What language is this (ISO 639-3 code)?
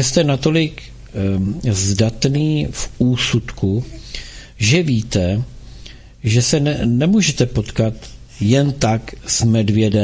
ces